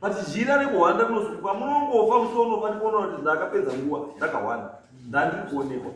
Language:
Shona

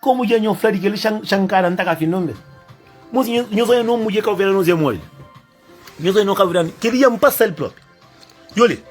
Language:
Kabuverdianu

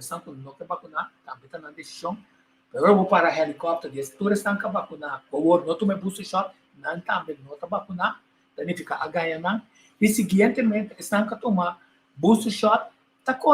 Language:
Papiamento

